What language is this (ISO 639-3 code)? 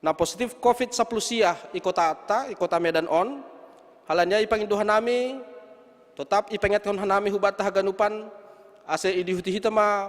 bts